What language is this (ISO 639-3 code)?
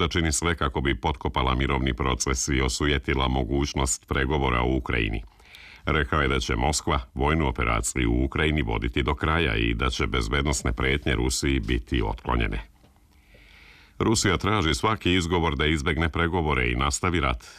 srp